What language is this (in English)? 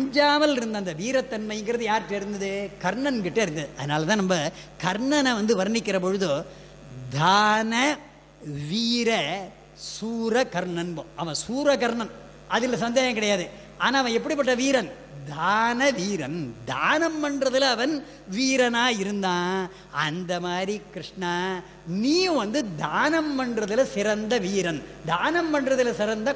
Tamil